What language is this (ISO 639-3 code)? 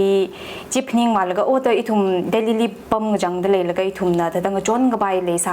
nmf